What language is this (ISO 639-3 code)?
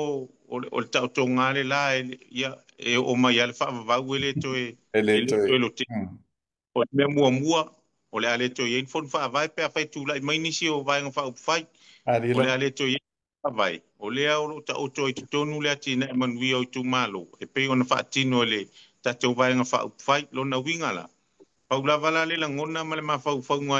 smo